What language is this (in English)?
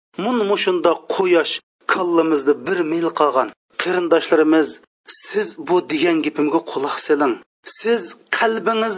Uyghur